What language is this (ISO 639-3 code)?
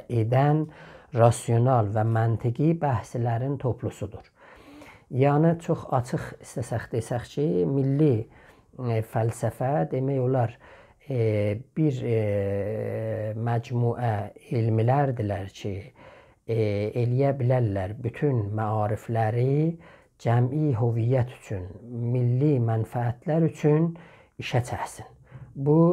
azb